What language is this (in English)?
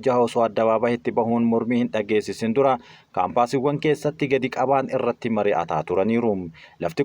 Oromo